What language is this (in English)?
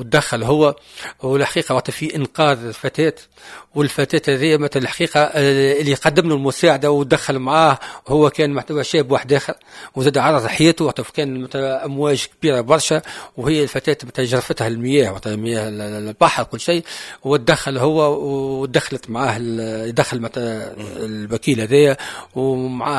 Tunisian Arabic